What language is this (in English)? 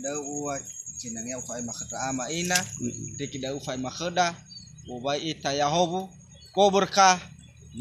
Nias